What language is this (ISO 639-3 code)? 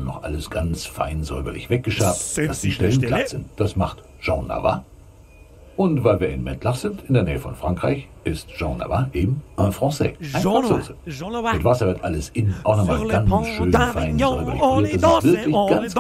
bar